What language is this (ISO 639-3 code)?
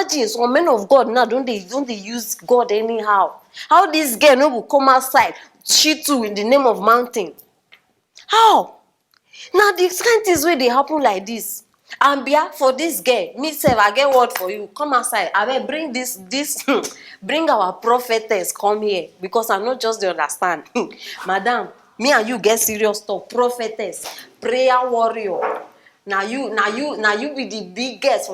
pcm